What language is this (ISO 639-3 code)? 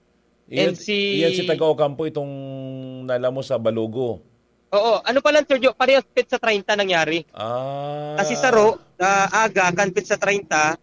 bik